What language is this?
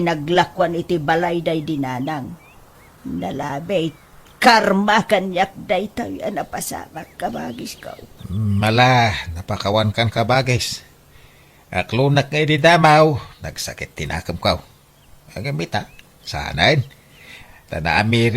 Iloko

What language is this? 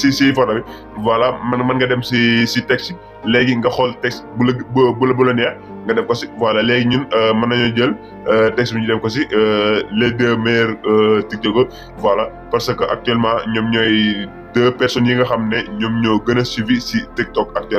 Wolof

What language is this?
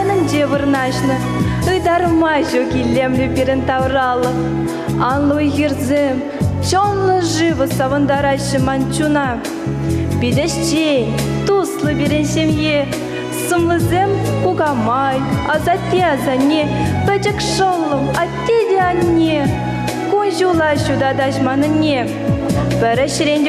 Chuvash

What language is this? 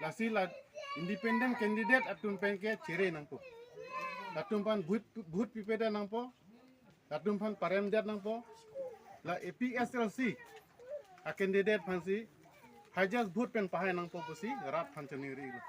Karbi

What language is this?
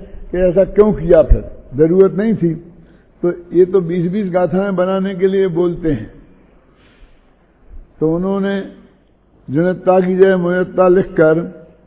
Hindi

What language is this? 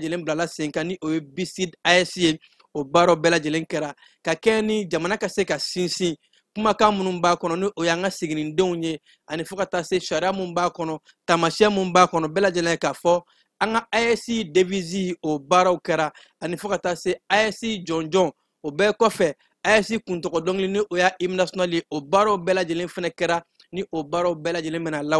Bambara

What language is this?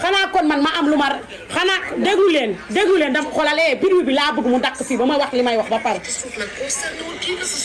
Wolof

